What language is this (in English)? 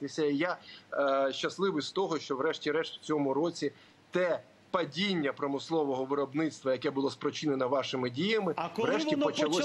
Ukrainian